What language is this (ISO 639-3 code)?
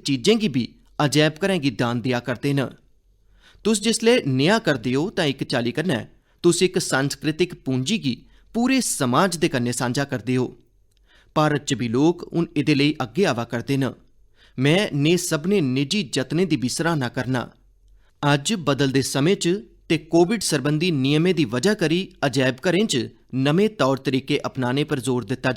doi